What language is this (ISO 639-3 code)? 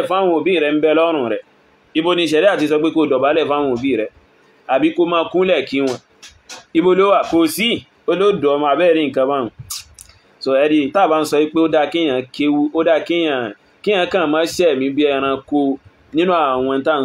yor